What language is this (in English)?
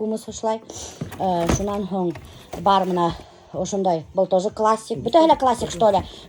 Bashkir